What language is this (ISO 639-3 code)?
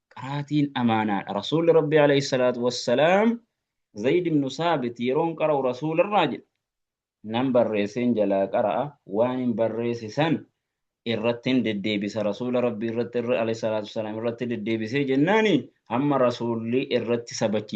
orm